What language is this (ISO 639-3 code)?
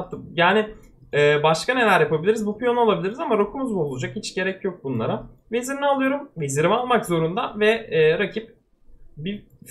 tur